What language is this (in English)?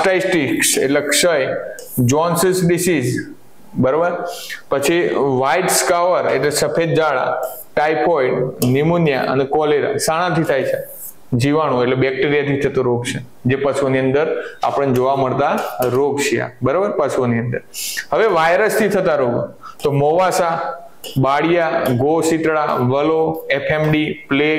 Gujarati